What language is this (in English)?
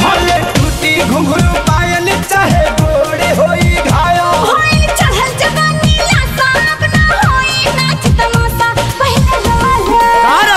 Bhojpuri